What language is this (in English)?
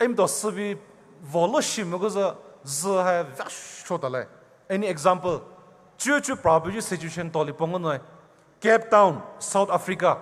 Poumei Naga